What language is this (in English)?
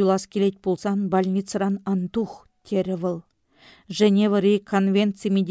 Chuvash